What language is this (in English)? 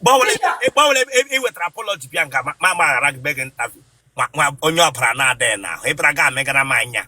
Igbo